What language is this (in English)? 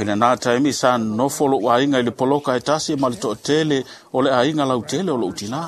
Samoan